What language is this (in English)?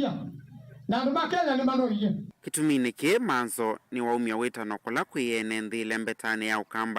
Kamba